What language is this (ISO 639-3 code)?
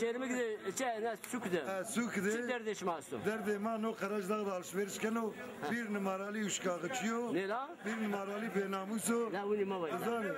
zza